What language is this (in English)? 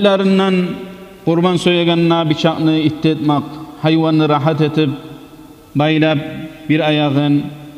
Kumyk